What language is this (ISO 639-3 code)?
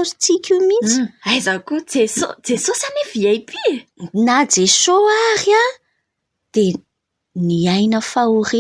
mlg